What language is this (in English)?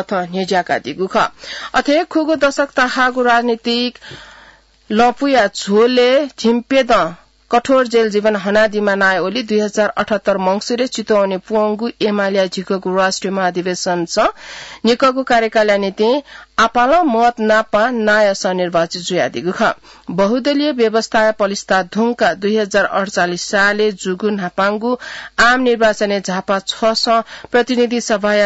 Newari